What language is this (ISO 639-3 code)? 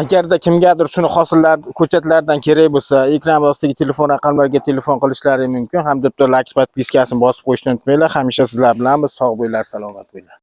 uzb